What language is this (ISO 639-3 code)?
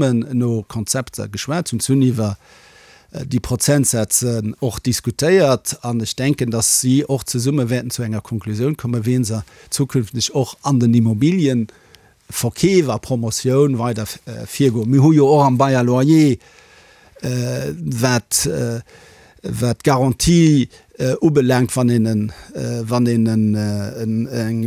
ltz